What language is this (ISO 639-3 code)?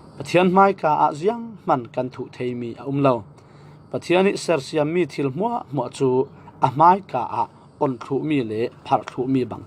cfm